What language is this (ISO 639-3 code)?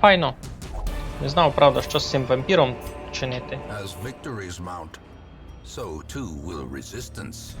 rue